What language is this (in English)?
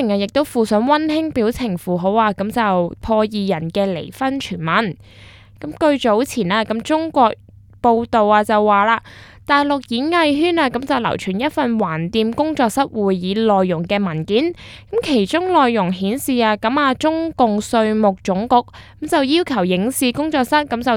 Cantonese